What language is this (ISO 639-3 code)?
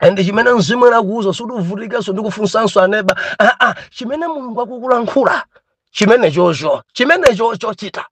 nya